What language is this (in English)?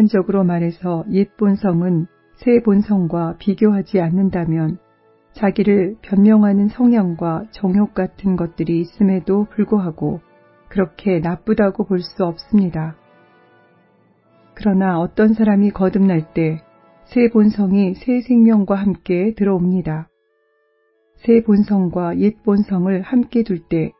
Korean